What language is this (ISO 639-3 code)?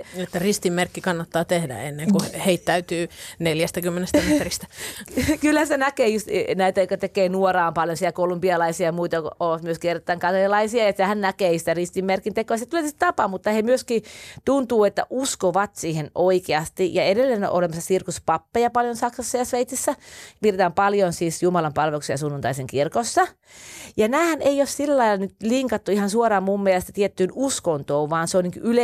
fin